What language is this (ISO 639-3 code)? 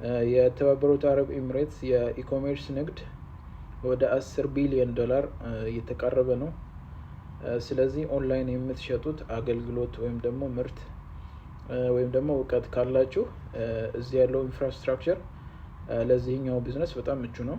amh